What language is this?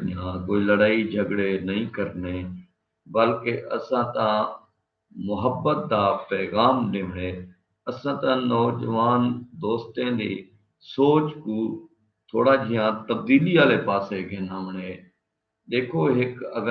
Saraiki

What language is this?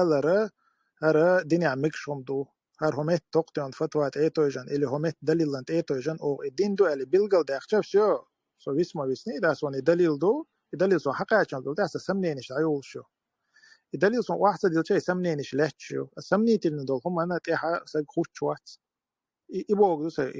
Chechen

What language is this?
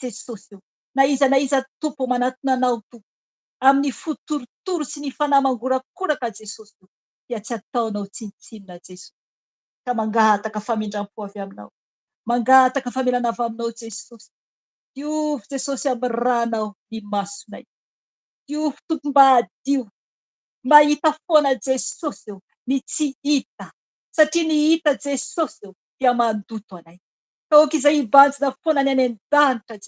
Malagasy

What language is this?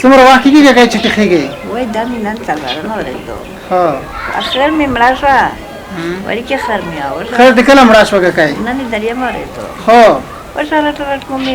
Pashto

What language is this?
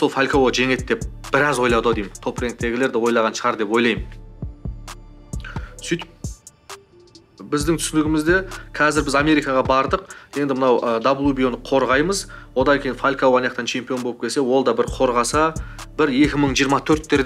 Kazakh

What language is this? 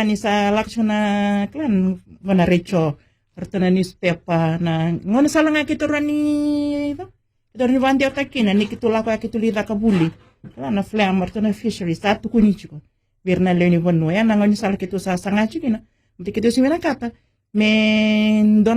Fijian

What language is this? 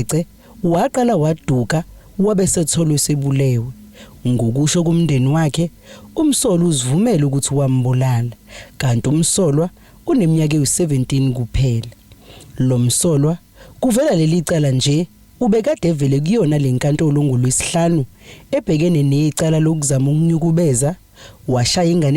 Zulu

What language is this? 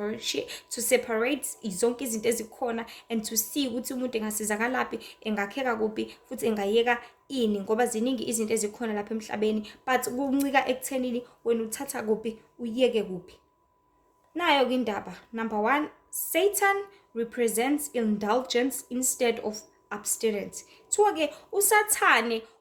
Zulu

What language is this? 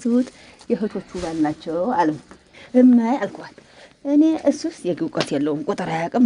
Amharic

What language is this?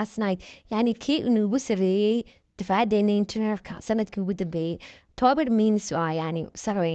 Somali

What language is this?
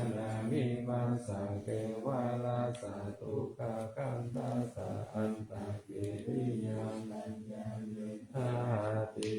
Pali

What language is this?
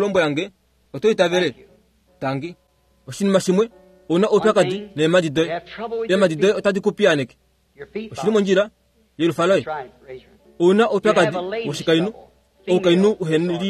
Kuanyama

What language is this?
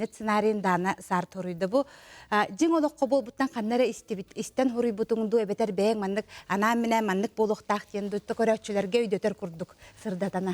Yakut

